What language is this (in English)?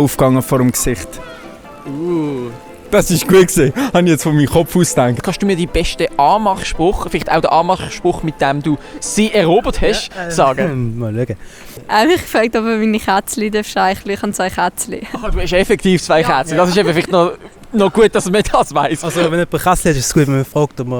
Swiss German